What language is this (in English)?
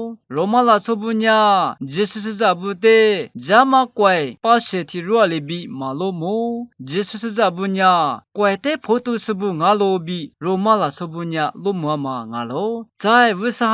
Lisu